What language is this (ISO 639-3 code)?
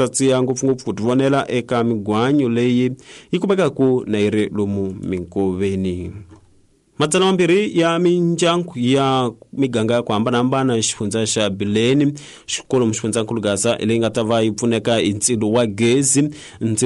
tso